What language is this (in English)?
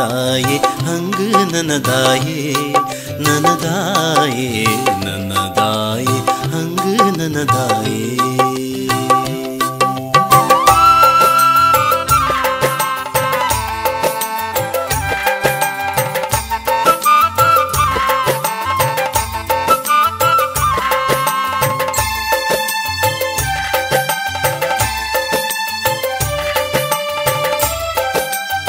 Kannada